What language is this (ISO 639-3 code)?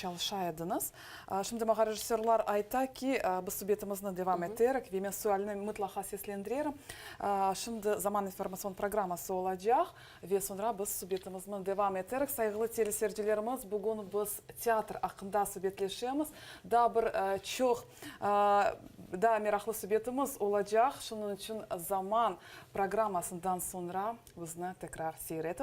crh